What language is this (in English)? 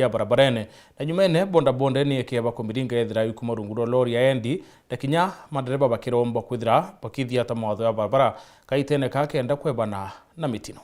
Meru